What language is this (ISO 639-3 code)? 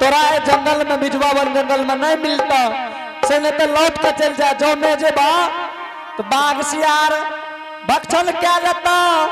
anp